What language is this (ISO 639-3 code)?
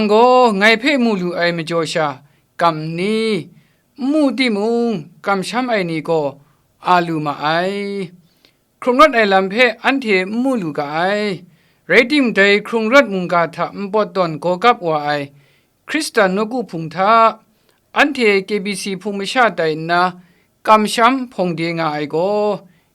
kac